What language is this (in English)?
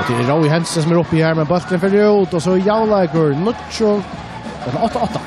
Faroese